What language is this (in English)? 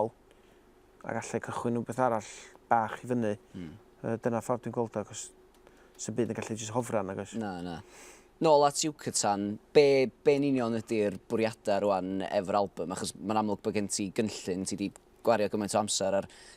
Welsh